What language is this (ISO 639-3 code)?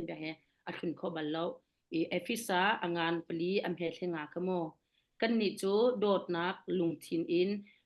cnh